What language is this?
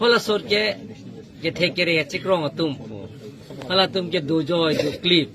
Karbi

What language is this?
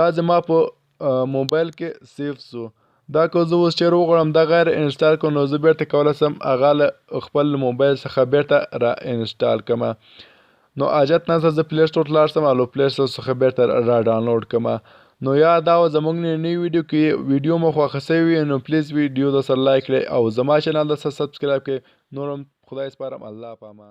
Pashto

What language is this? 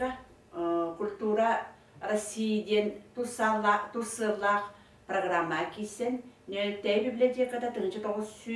Yakut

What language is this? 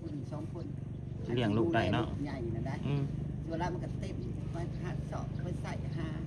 Northeastern Thai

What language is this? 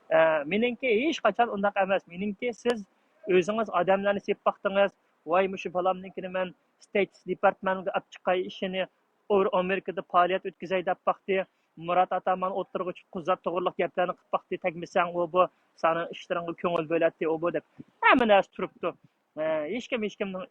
Uyghur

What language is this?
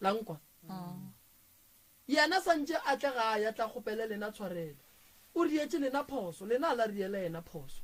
Northern Sotho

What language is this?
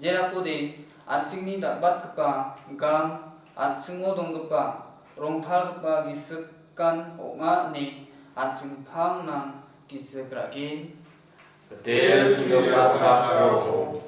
Garo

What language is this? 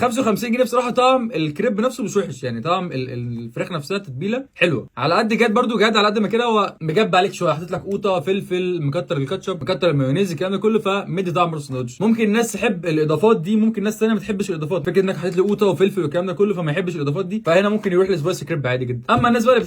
Egyptian Arabic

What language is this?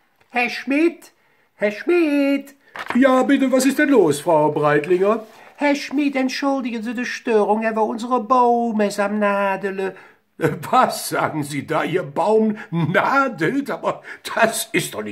Colognian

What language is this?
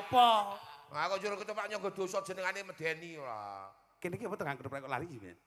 Javanese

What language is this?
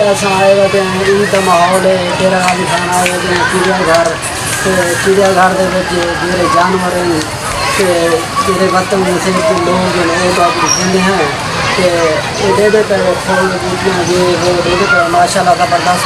Saraiki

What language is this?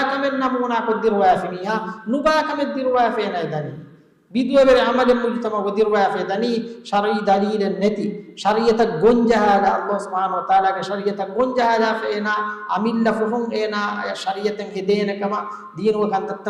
Divehi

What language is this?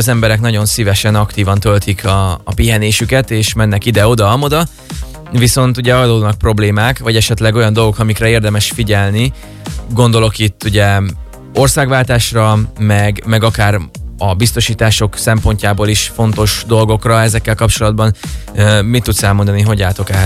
Hungarian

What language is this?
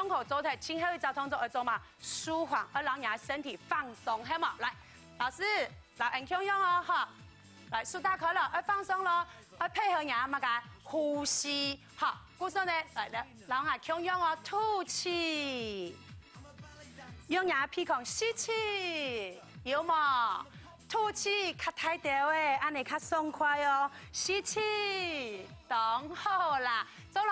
Hakka Chinese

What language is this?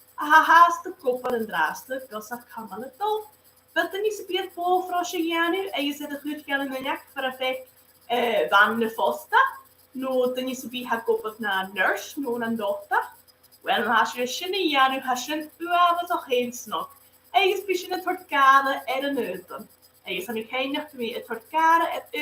Scottish Gaelic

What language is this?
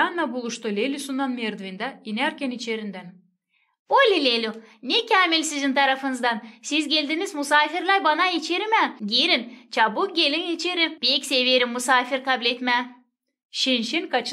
Gagauz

